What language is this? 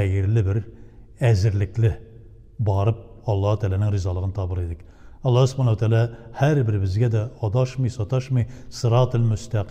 Tatar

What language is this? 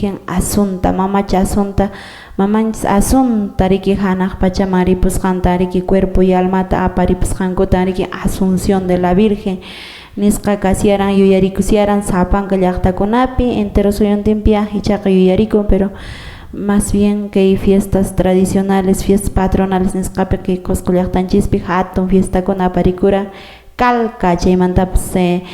Quechua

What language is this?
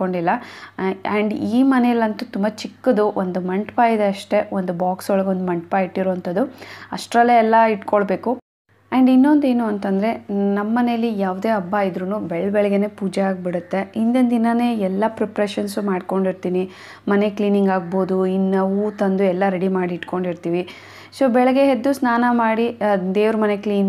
Kannada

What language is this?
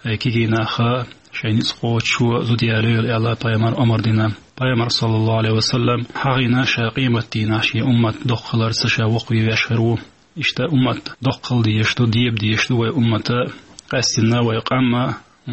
Chechen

